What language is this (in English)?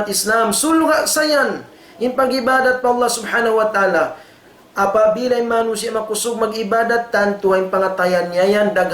Tausug